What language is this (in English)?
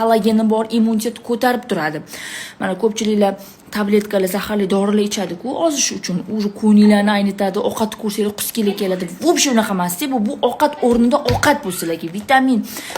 Uzbek